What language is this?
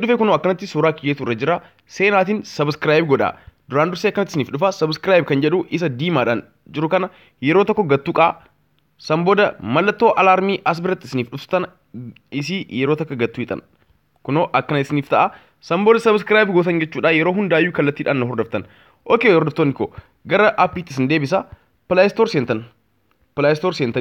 Oromo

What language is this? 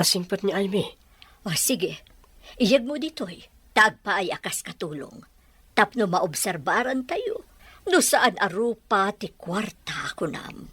Iloko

